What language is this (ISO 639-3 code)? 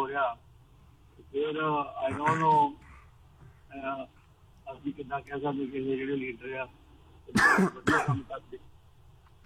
pan